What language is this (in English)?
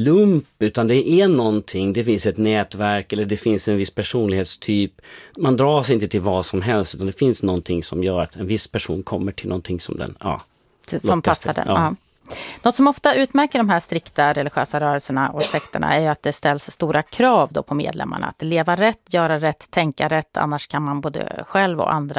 Swedish